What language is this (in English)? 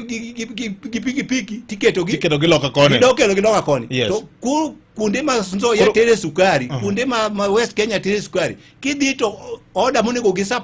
Luo (Kenya and Tanzania)